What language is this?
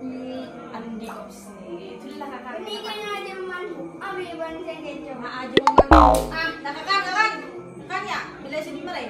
Madurese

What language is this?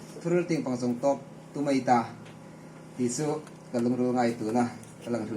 Hmar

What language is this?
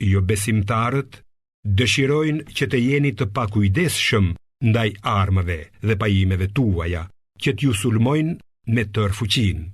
Albanian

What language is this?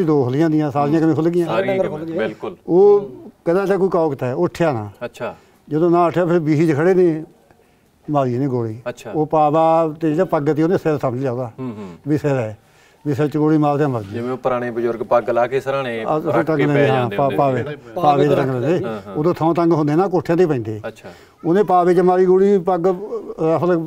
Punjabi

